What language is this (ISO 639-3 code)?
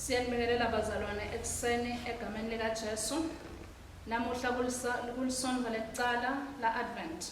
ssw